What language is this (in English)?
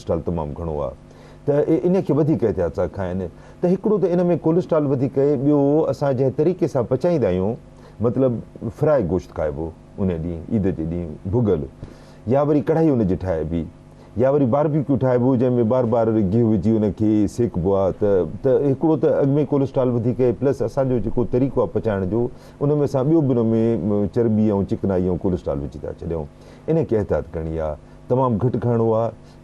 Sindhi